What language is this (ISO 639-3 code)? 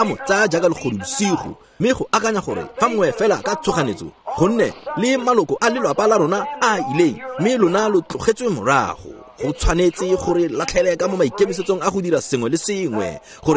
tsn